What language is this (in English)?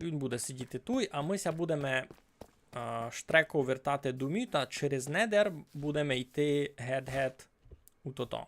Rusyn